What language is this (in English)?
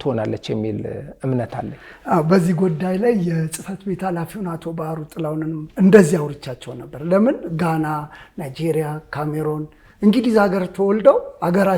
Amharic